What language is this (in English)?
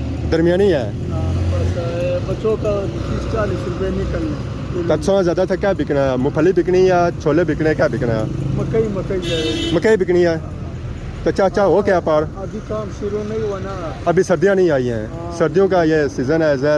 Pahari-Potwari